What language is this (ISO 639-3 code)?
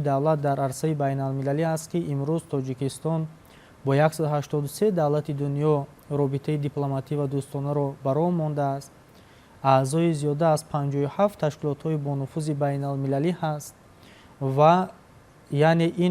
tgk